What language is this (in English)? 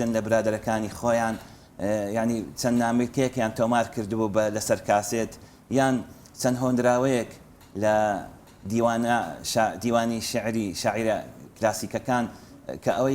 Central Kurdish